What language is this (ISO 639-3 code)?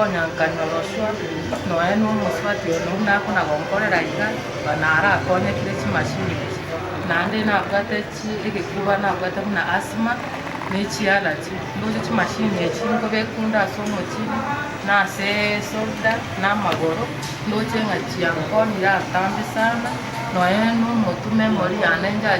guz